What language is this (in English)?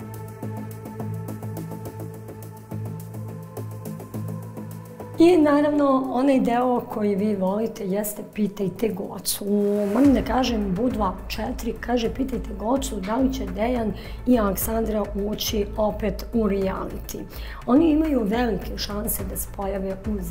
Serbian